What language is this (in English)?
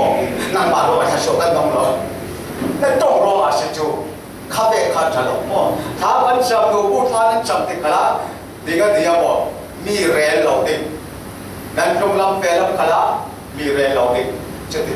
Falam Chin